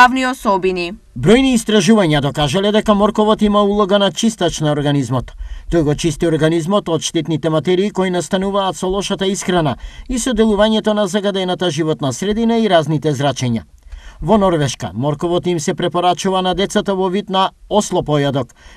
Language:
Macedonian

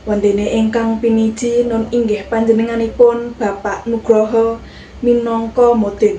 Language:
Javanese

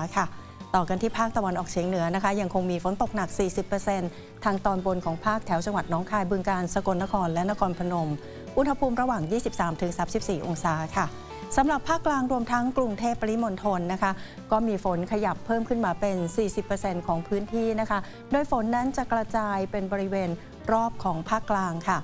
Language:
Thai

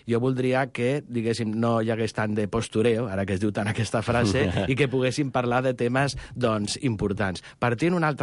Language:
Catalan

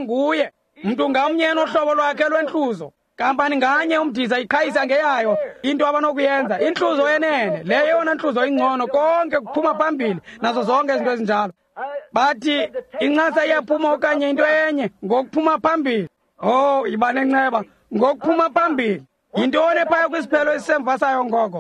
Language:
Xhosa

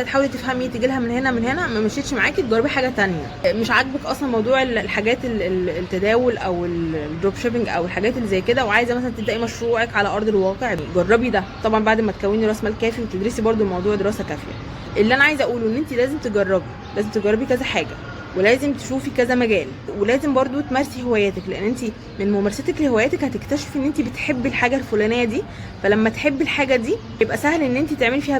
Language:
Egyptian Arabic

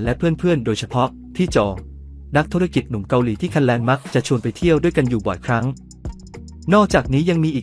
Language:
Thai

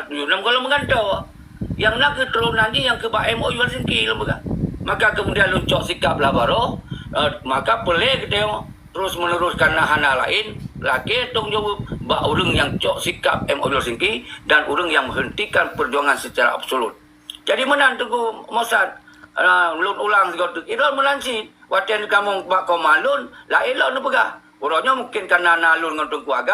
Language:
Achinese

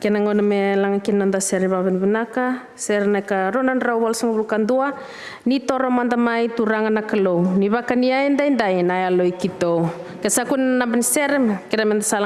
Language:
Fijian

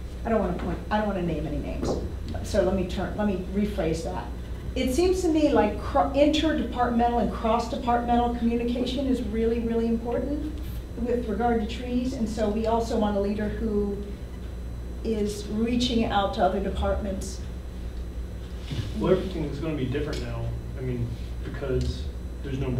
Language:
English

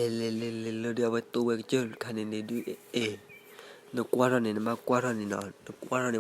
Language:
S'gaw Karen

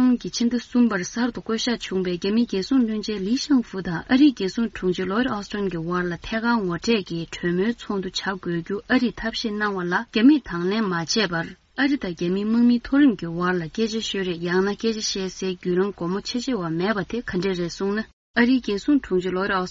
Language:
Tibetan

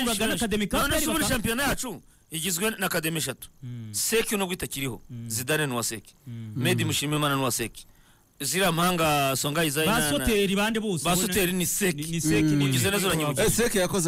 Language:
Kinyarwanda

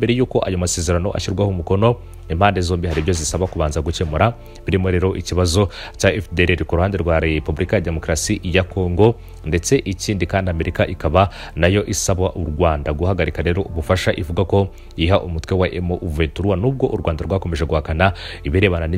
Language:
Kinyarwanda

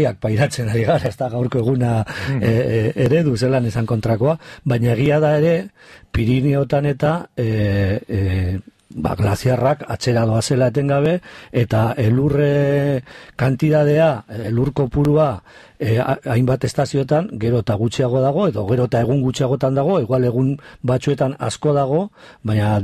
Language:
Basque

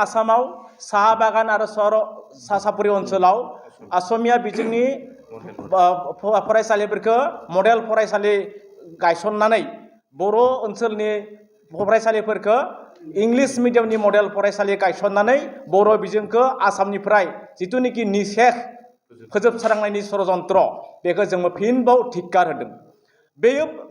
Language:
Bodo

